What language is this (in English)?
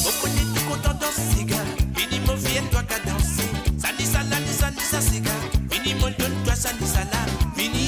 Morisyen